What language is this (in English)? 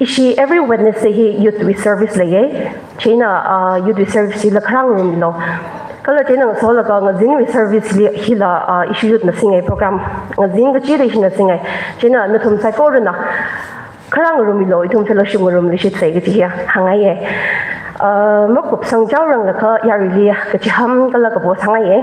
Tangkhul Naga (India)